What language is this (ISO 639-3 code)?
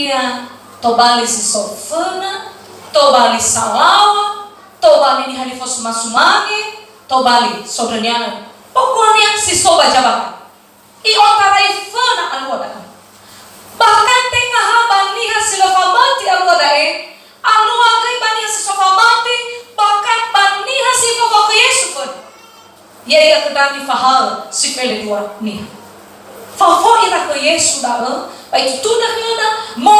nia